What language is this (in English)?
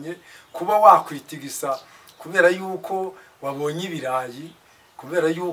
Kinyarwanda